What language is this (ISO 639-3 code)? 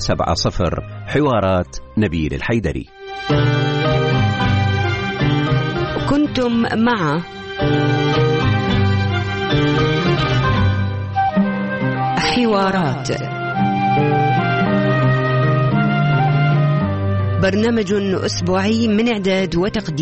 ara